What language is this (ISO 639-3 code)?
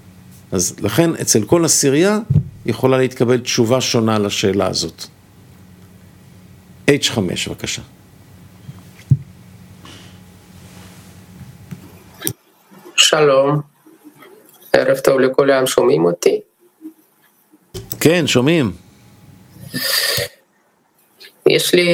heb